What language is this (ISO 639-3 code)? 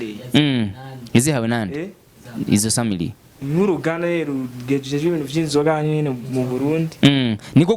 run